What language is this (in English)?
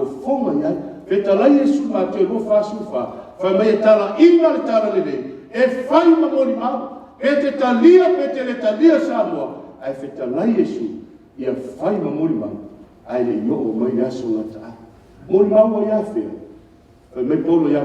Samoan